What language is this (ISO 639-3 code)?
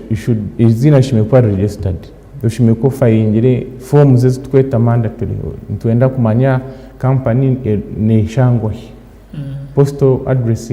nyn